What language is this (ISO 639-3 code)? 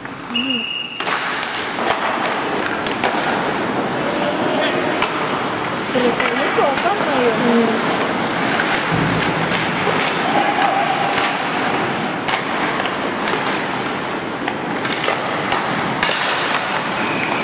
jpn